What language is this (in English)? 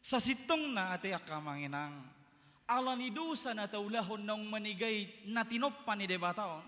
Batak Toba